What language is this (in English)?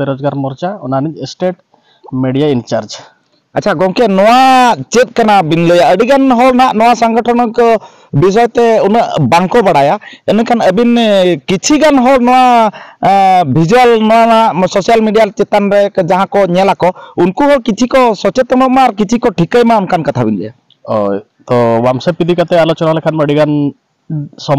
Santali